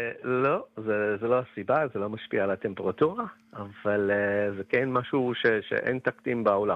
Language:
Hebrew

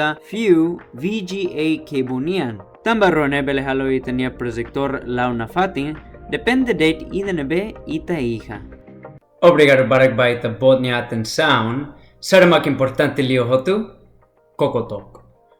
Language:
Tetum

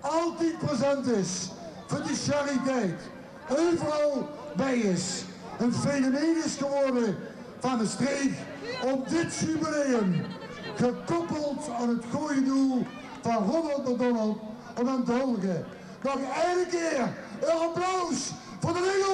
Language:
Limburgish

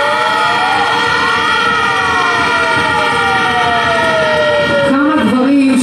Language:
Hebrew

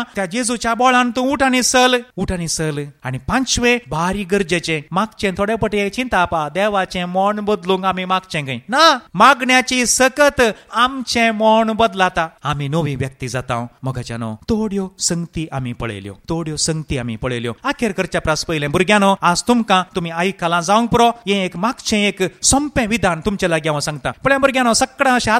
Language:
Konkani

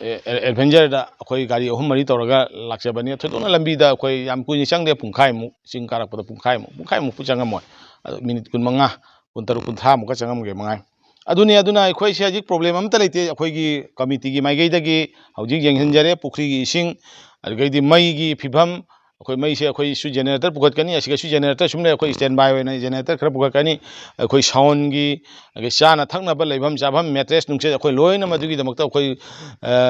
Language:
Manipuri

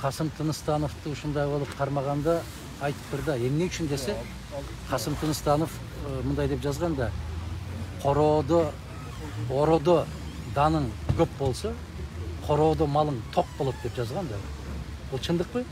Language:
Kyrgyz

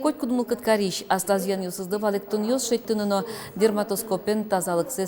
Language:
Udmurt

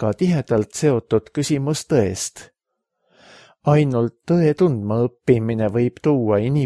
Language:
Estonian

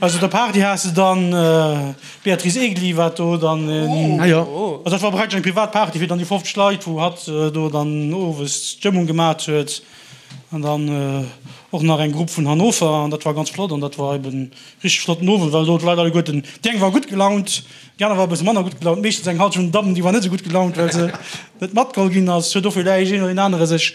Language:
Luxembourgish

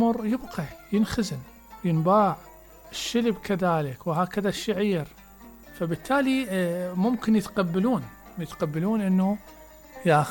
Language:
Mesopotamian Arabic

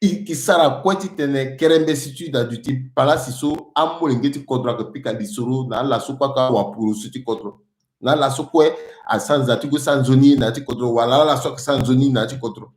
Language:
Sango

